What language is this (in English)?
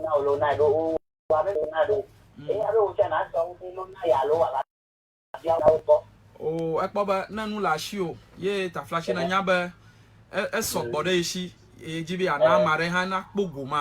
Ewe